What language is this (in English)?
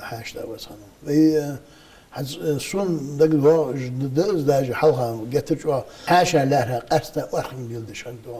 Ingush